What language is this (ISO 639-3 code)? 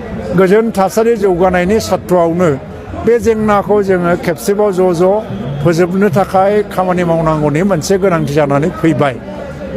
brx